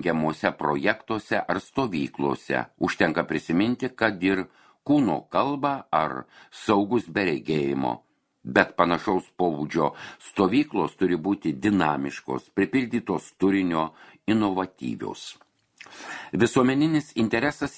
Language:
Lithuanian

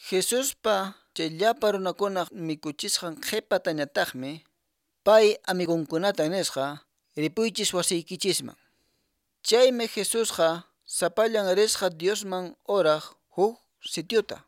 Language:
Quechua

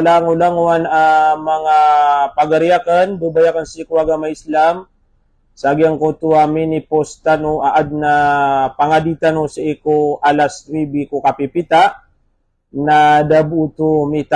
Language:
Maranao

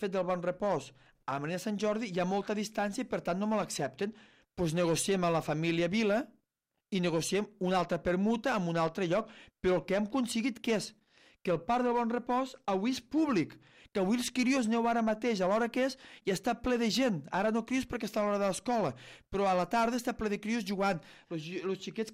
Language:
Catalan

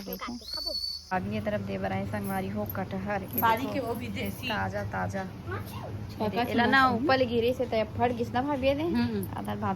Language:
Chhattisgarhi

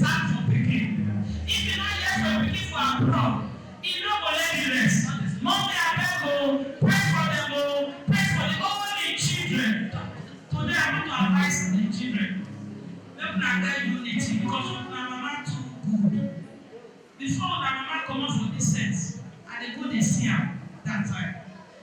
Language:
Nigerian Pidgin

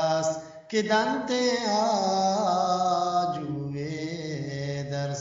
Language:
Eastern Balochi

